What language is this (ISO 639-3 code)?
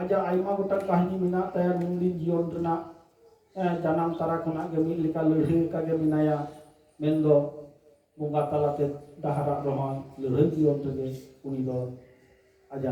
sat